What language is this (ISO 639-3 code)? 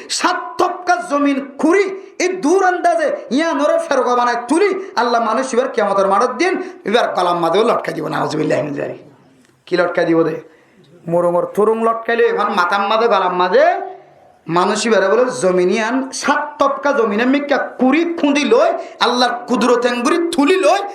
rhg